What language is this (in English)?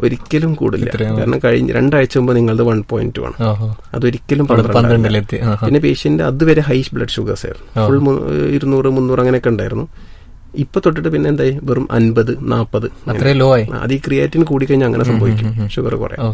Malayalam